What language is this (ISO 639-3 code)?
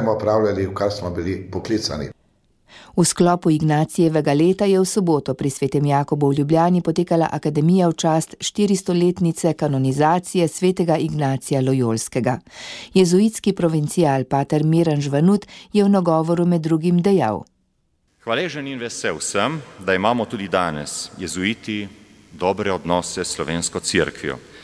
slv